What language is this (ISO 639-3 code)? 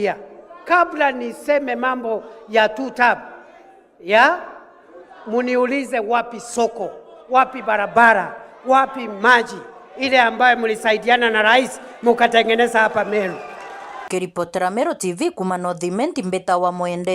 mer